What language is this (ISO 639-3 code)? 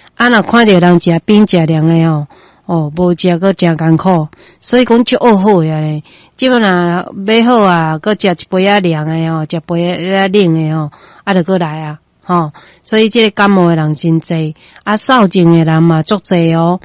nan